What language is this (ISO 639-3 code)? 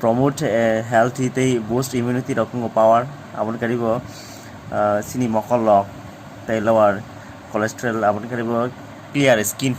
trp